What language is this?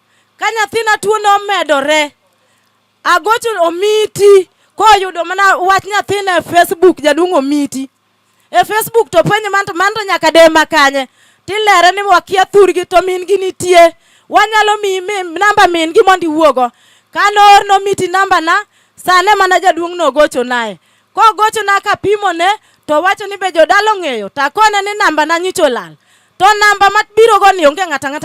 Luo (Kenya and Tanzania)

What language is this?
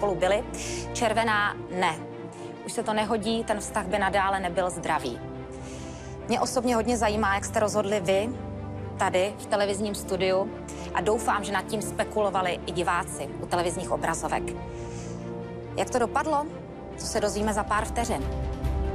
Czech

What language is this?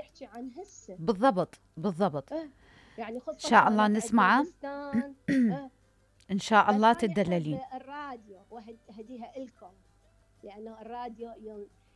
Mesopotamian Arabic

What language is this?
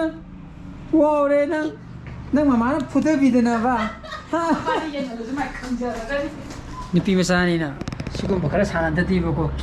Manipuri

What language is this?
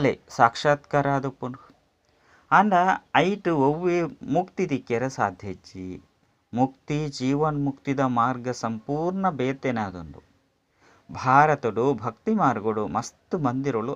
Tulu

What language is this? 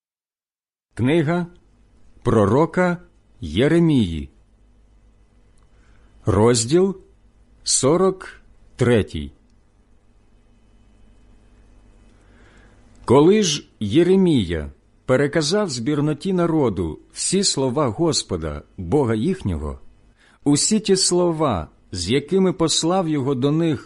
Ukrainian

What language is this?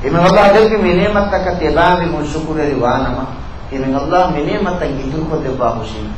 Divehi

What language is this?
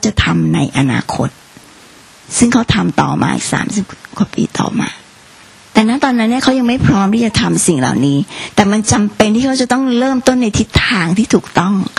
Thai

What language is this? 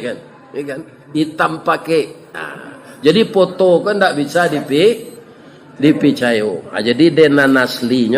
Minangkabau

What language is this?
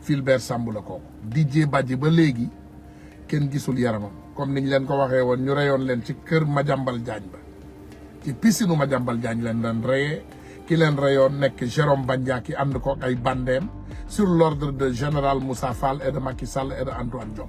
Wolof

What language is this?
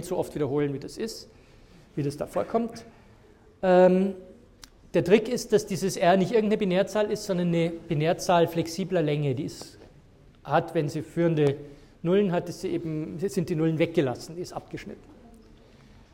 German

